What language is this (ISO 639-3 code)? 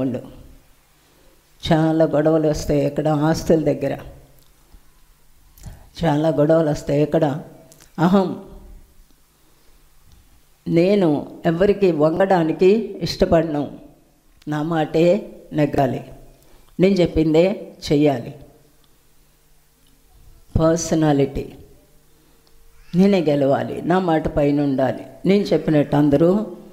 tel